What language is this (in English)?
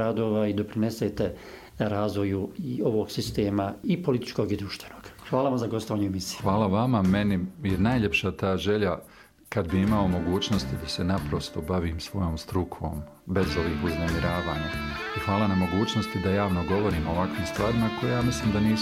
Bosnian